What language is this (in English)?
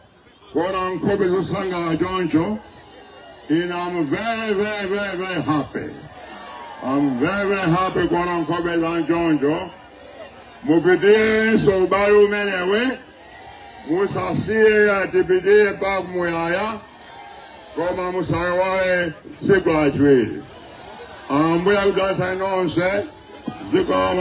Nyanja